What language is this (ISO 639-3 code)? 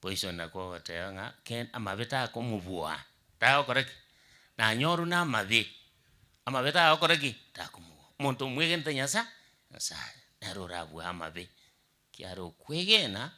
guz